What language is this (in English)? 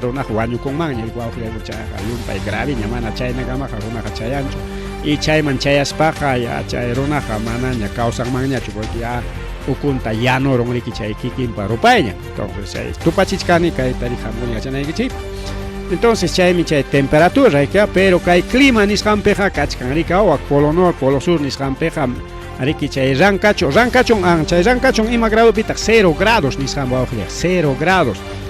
Ayacucho Quechua